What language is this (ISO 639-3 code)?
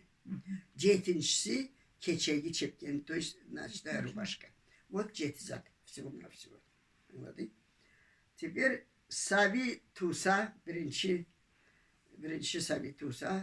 krc